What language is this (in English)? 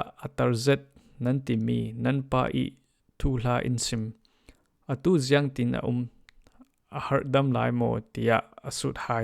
Falam Chin